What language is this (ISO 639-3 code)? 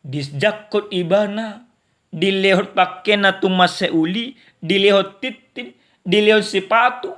bbc